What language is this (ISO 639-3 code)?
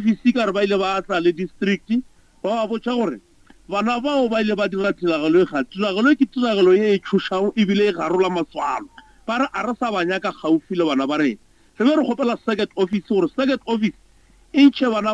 nso